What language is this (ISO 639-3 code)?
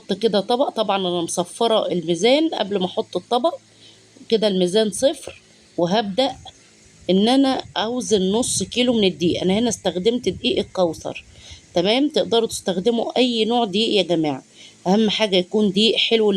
arz